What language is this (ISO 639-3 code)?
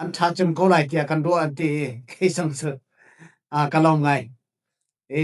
cfm